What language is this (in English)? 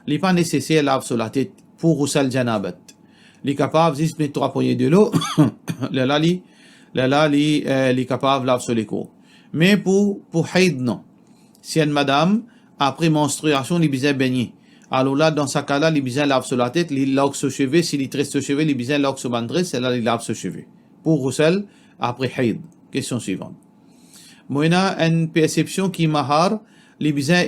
Morisyen